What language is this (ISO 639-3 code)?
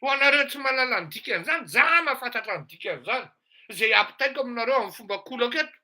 mlg